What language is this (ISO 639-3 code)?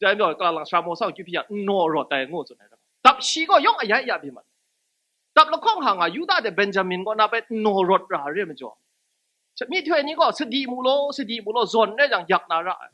kac